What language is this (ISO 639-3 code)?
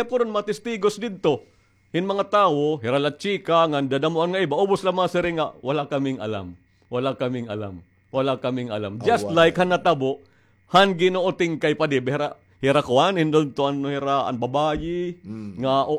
war